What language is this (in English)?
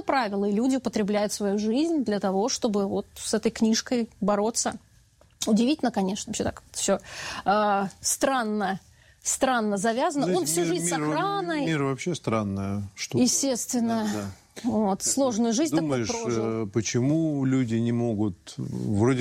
Russian